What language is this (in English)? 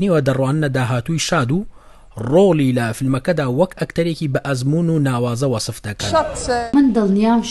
Central Kurdish